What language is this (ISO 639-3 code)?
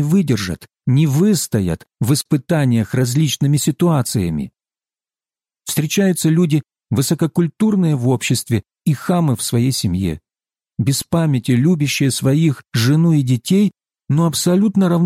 rus